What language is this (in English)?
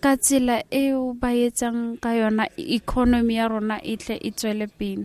Tswana